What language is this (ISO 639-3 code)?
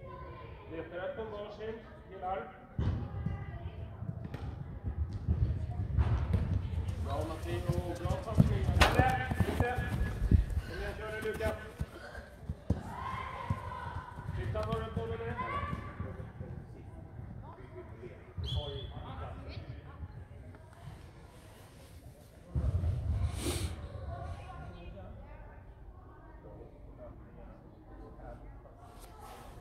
swe